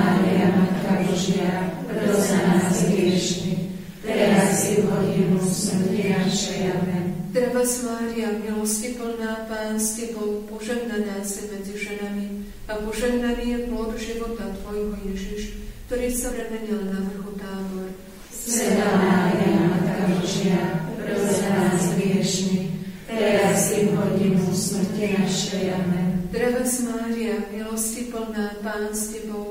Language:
Slovak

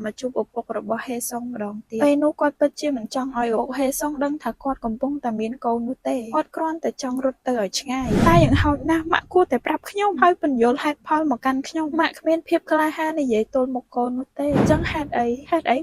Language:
Khmer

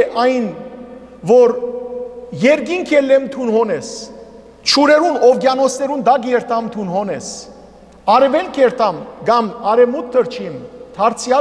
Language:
Western Armenian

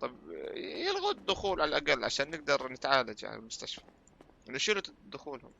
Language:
North Levantine Arabic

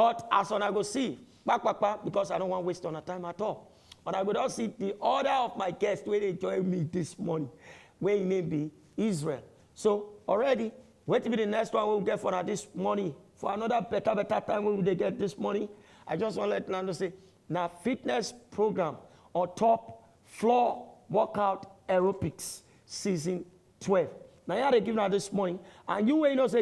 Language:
Nigerian Pidgin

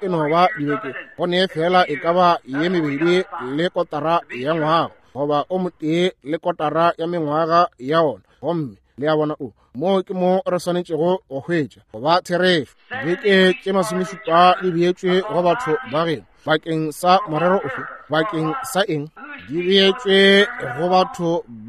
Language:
Northern Sotho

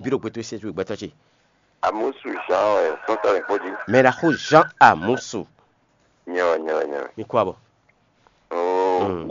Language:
Fon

